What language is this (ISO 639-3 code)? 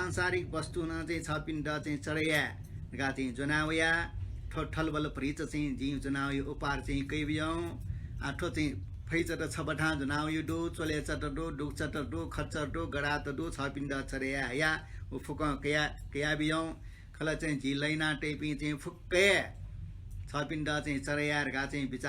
new